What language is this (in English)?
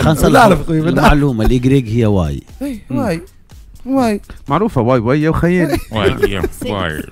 Tunisian Arabic